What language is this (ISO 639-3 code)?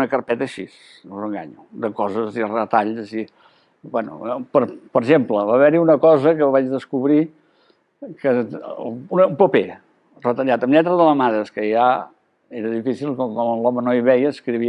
cat